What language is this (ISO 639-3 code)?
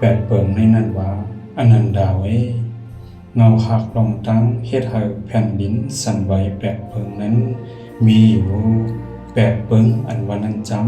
shn